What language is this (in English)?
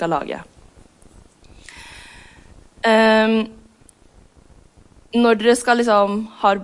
Norwegian